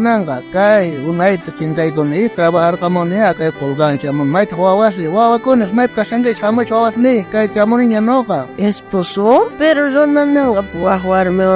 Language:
South Bolivian Quechua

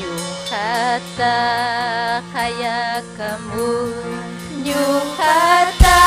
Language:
Ayacucho Quechua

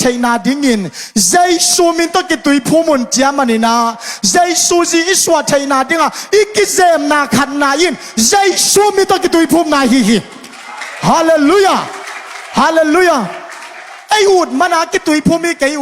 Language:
Tedim Chin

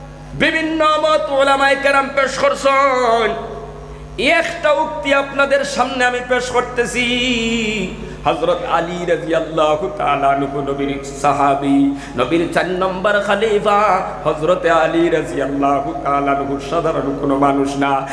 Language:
Bangla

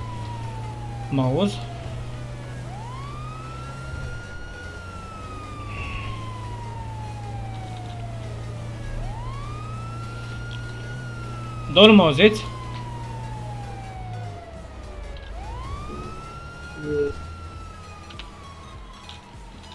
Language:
Romanian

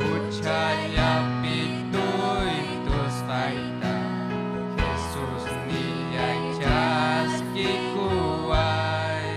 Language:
Ayacucho Quechua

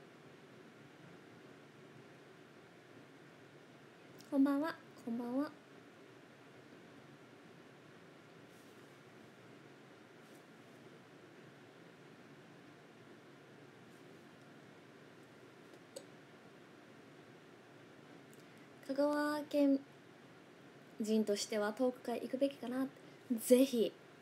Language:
Japanese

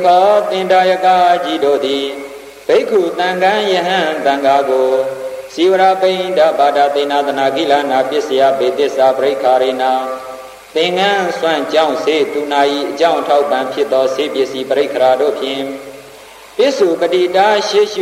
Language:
Burmese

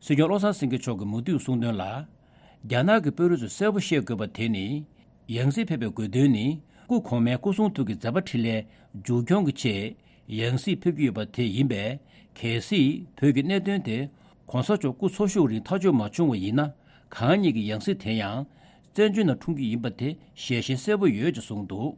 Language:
Tibetan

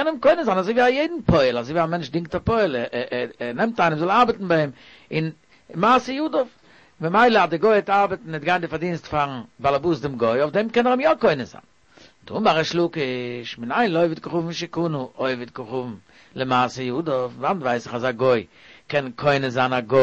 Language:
Yiddish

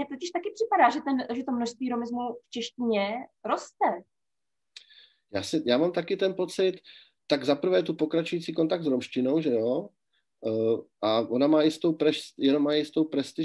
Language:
Czech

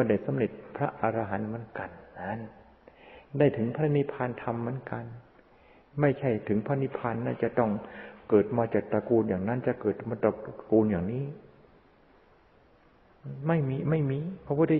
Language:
Thai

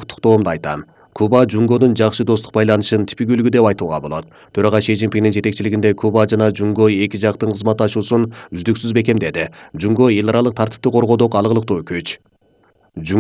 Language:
Kyrgyz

